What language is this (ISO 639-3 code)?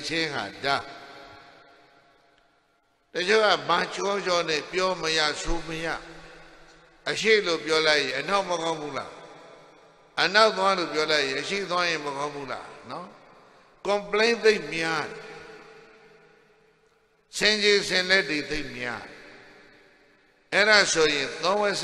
mya